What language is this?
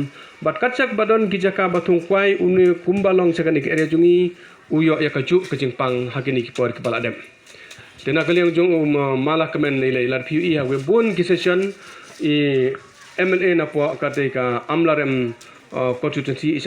Khasi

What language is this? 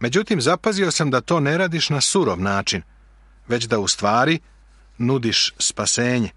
Serbian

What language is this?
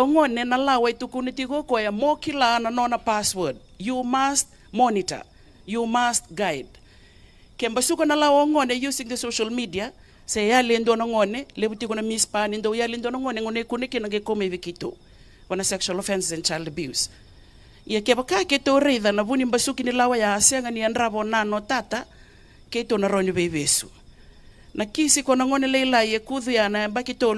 Fijian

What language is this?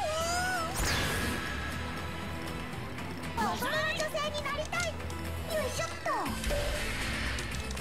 Japanese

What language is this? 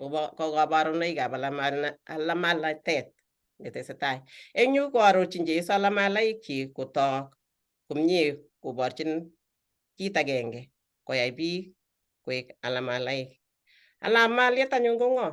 Kalenjin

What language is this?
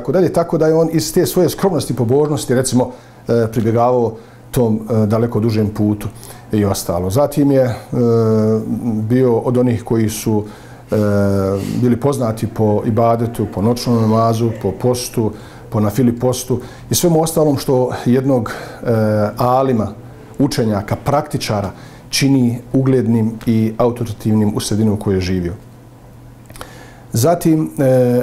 Bosnian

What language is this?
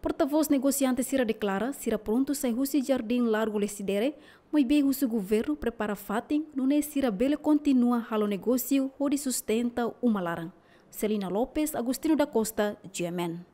Tetum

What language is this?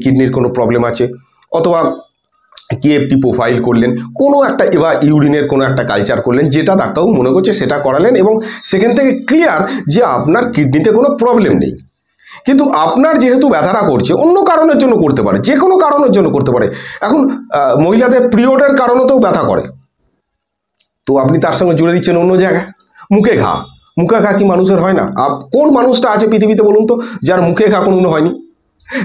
Bangla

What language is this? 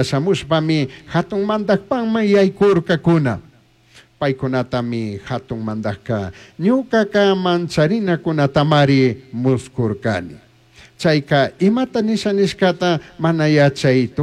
Chimborazo Highland Quichua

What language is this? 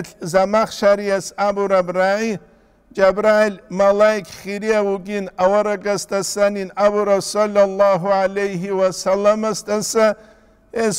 Avaric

